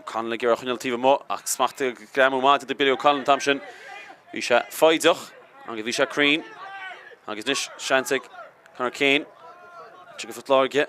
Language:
Irish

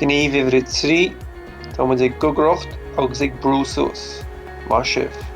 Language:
Irish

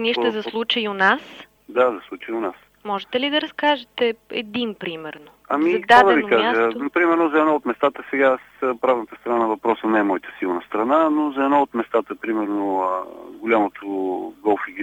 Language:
Bulgarian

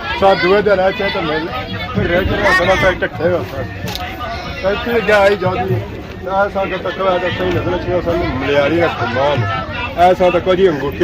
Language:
Pahari-Potwari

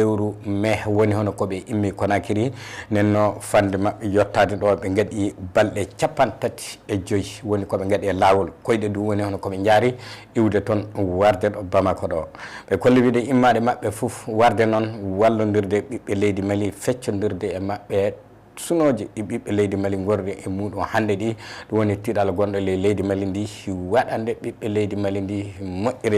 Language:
Fula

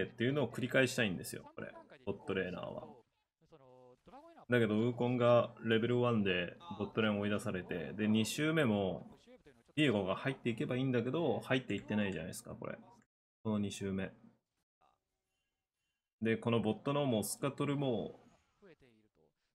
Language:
Japanese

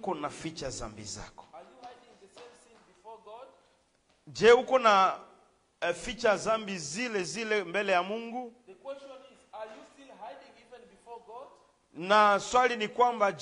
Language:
Swahili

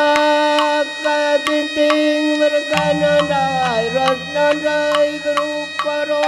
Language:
Batak Karo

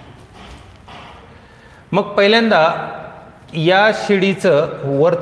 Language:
Marathi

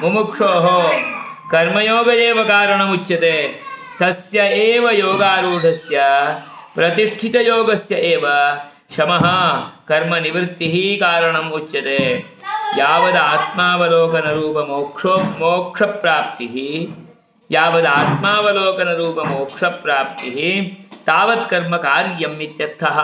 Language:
Sanskrit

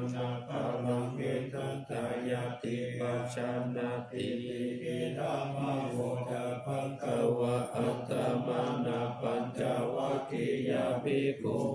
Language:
Pali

